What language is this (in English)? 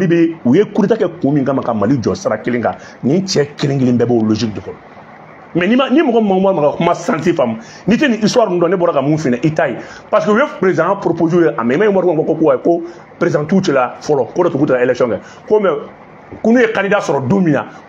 Bambara